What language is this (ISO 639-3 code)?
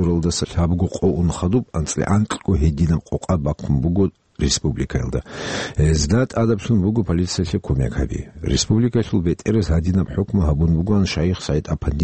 ava